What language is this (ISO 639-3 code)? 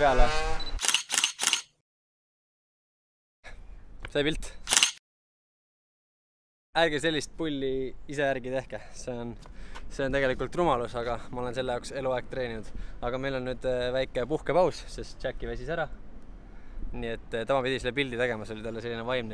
est